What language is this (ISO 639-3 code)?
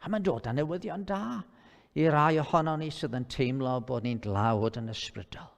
cym